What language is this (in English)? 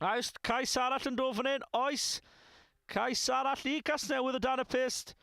Welsh